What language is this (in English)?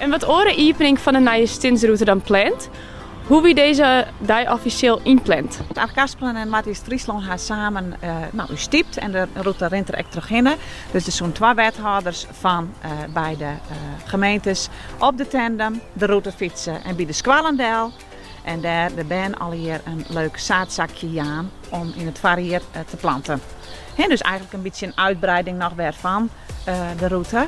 Western Frisian